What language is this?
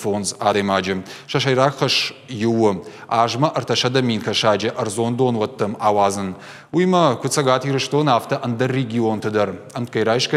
Ossetic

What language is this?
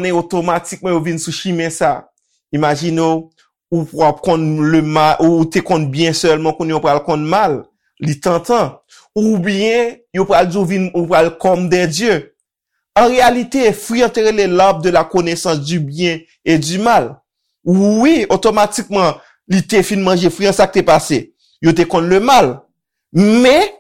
Haitian Creole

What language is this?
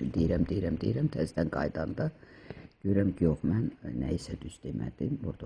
Azerbaijani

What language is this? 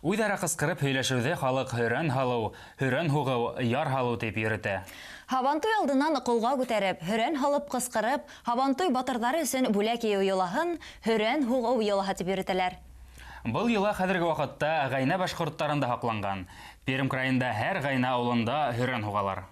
Bashkir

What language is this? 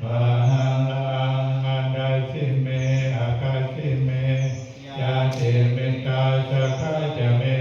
Pali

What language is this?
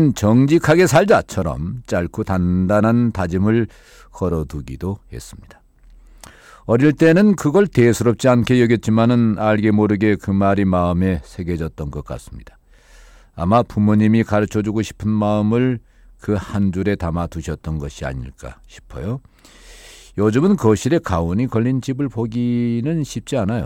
Korean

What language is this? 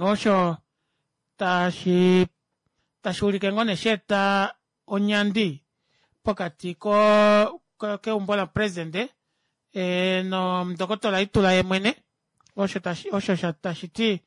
Kuanyama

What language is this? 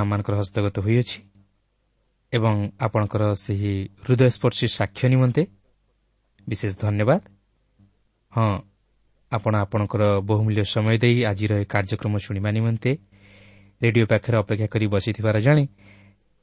Odia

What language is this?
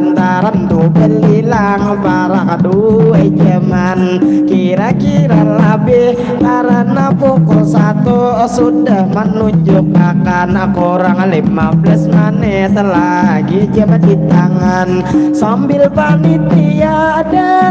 Banjar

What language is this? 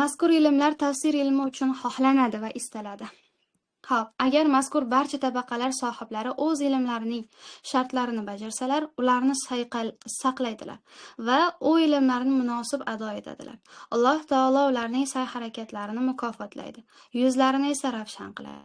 Uzbek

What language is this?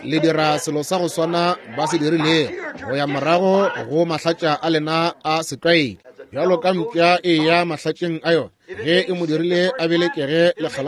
Northern Sotho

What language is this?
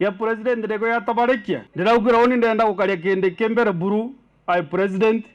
Meru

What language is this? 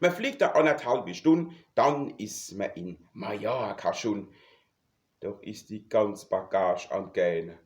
Palatine German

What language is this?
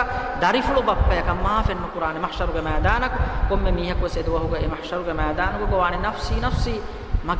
Divehi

